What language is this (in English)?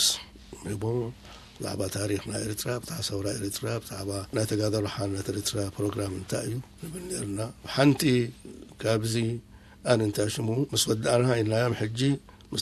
Tigrinya